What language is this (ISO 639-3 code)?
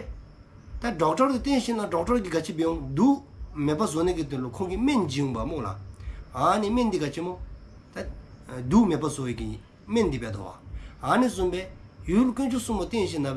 dzo